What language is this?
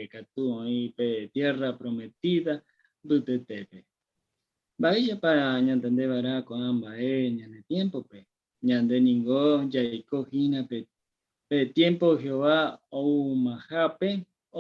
Guarani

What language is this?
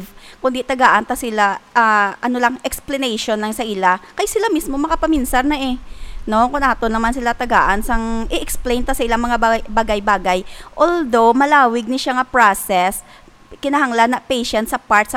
Hiligaynon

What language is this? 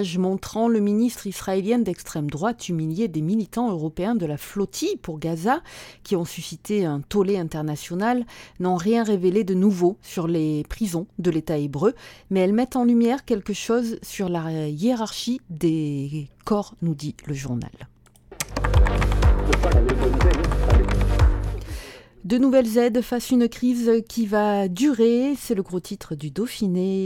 French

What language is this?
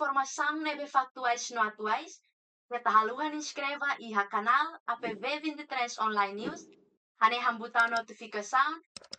Tetum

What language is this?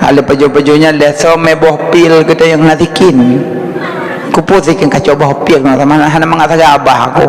Achinese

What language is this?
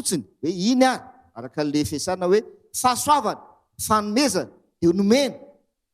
Malagasy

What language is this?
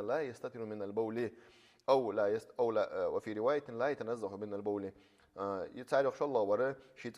Ingush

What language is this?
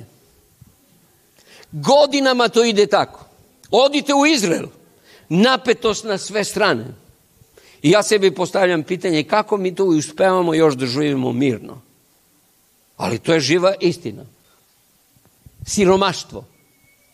Serbian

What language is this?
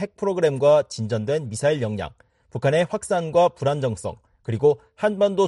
Korean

